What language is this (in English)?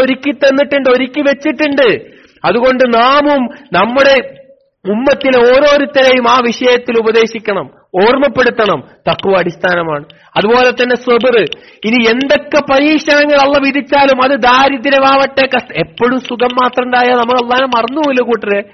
Malayalam